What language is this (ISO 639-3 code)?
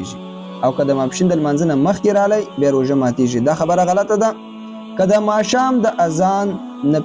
pus